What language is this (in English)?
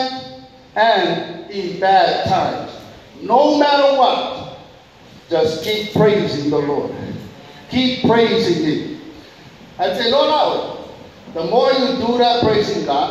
Samoan